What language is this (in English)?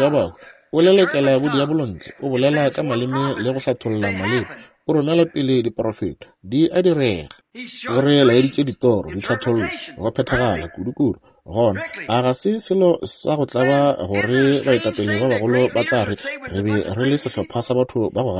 Northern Sotho